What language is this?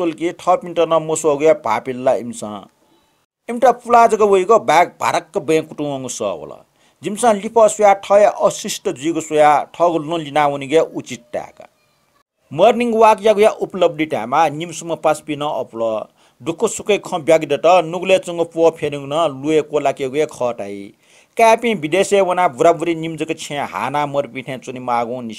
Newari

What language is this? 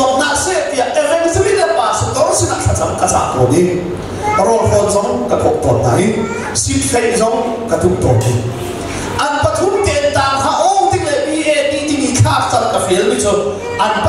Hakha Chin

